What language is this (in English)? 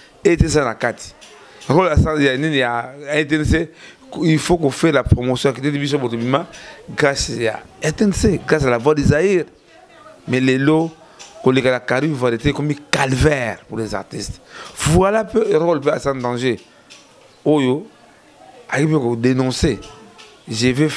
Lingala